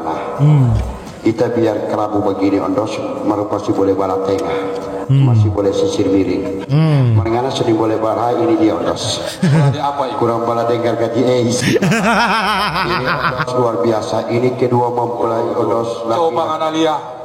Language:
Manado Malay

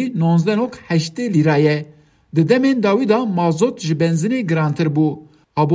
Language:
Kurdish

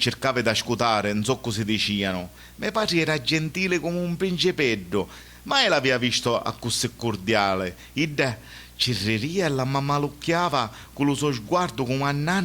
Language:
Sicilian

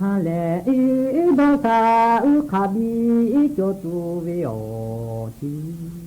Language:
Lahu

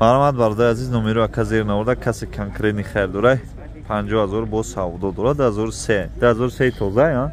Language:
Tajik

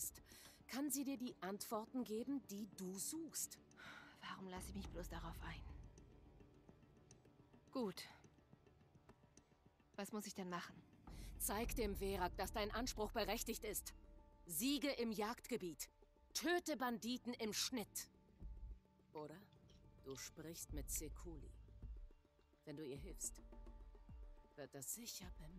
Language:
German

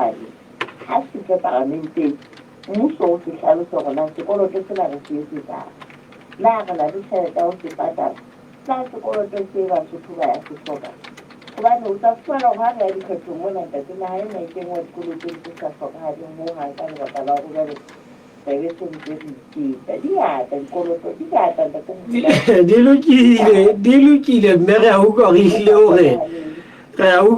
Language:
Southern Sotho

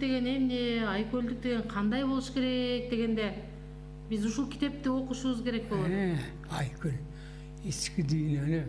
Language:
Kyrgyz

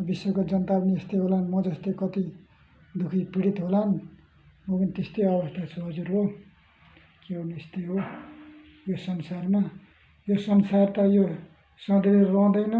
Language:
Nepali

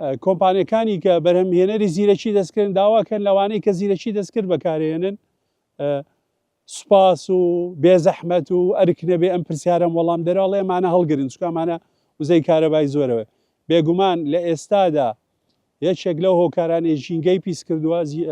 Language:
Central Kurdish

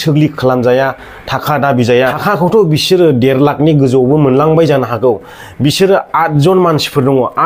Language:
Bodo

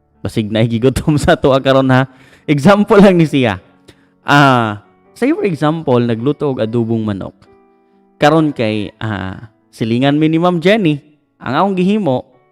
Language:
Cebuano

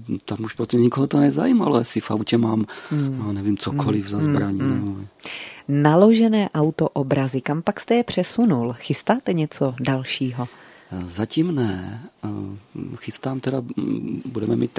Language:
Czech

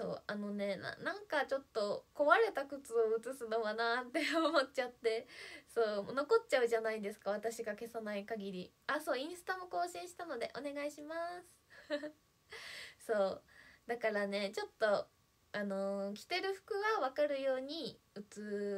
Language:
Japanese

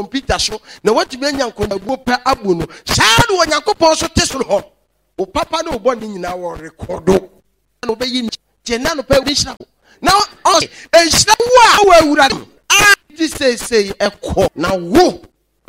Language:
Akan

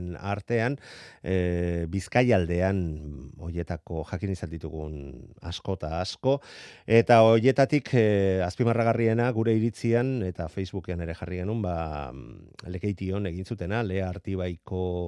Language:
Basque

